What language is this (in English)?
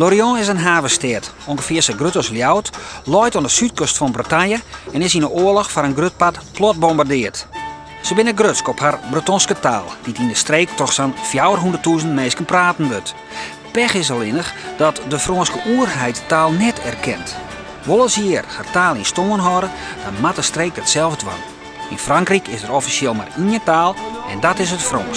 Western Frisian